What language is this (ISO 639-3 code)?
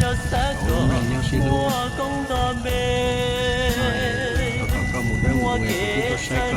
hmn